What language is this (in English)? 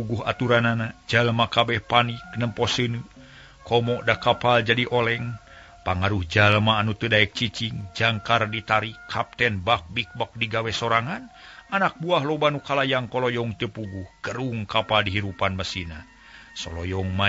Sundanese